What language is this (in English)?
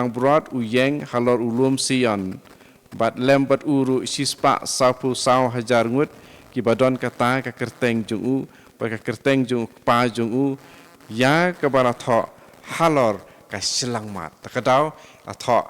Khasi